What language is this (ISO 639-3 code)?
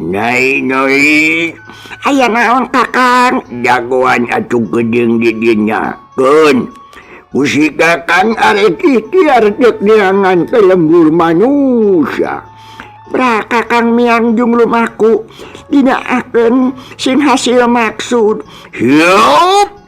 sun